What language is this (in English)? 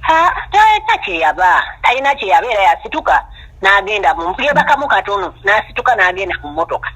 Ganda